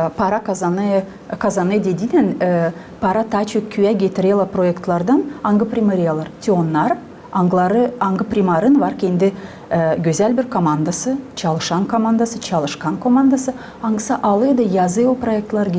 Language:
Gagauz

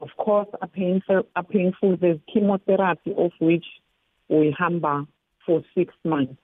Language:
South Ndebele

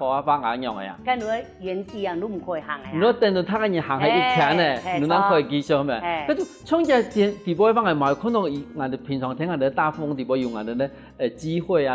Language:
Hakka Chinese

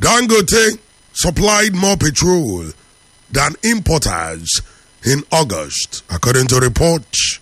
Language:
English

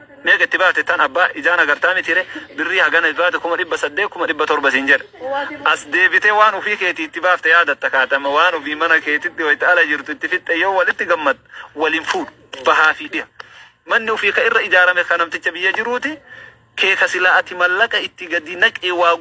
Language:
Oromo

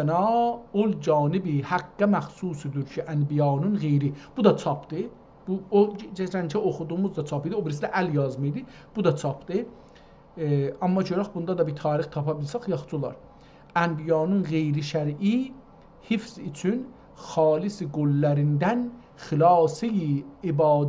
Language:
South Azerbaijani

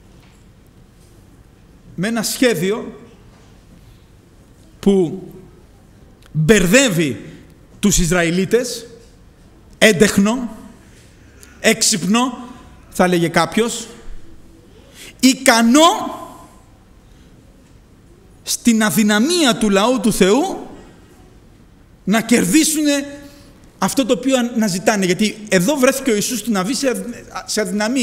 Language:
Greek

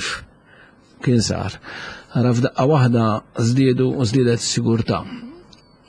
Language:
Maltese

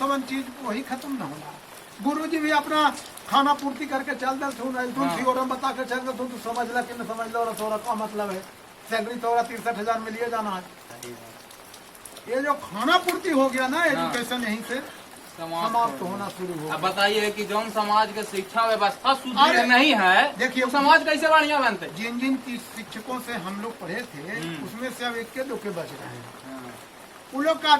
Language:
Magahi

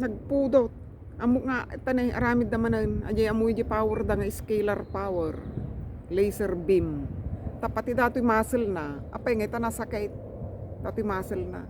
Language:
Iloko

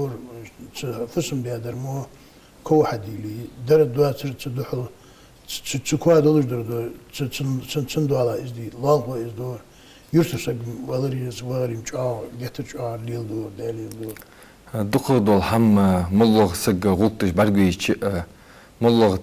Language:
Ingush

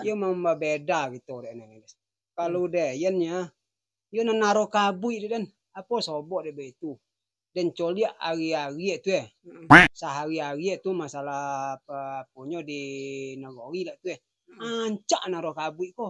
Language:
Minangkabau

